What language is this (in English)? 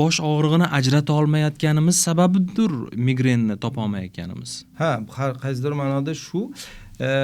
Uzbek